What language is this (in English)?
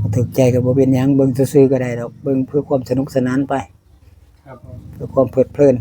Northeastern Thai